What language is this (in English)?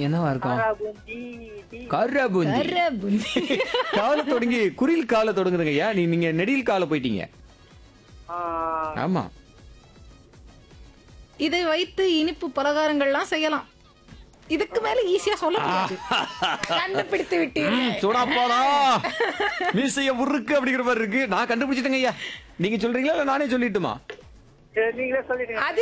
Tamil